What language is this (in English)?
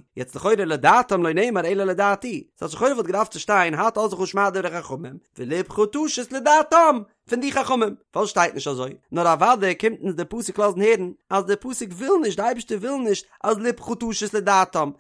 Yiddish